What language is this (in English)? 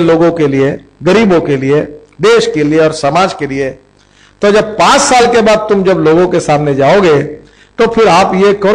Hindi